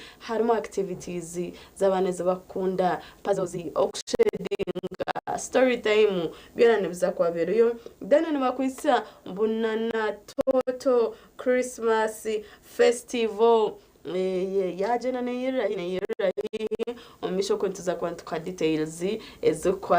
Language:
Nyankole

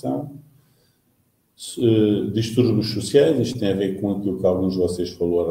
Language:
Portuguese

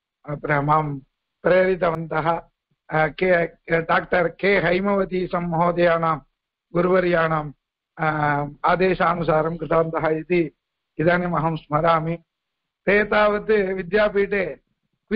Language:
Sanskrit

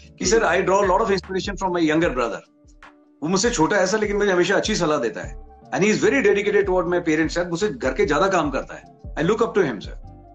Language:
Hindi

